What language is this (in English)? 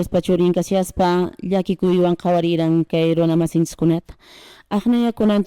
Quechua